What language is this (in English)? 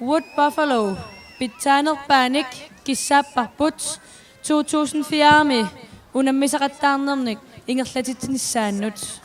Kalaallisut